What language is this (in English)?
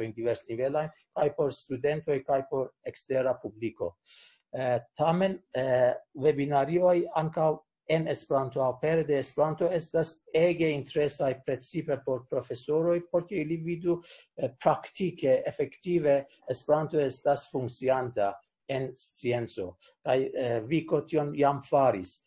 Esperanto